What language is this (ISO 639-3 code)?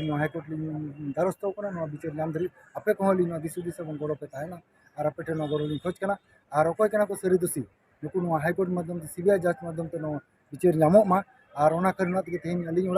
sat